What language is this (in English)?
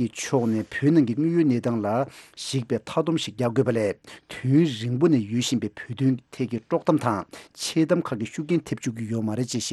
Tibetan